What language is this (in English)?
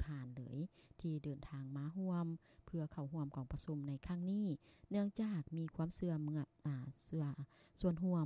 Lao